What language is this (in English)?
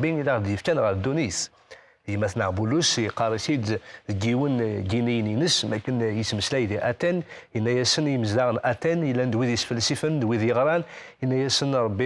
Kabyle